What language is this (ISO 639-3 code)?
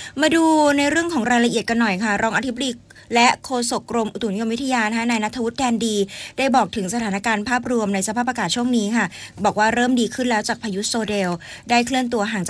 tha